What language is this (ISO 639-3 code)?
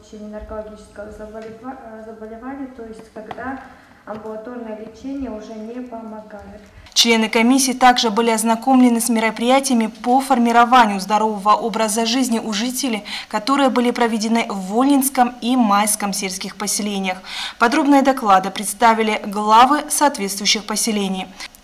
rus